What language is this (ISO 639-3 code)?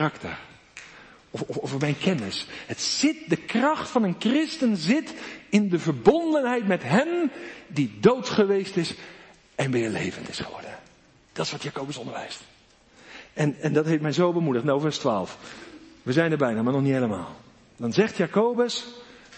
nld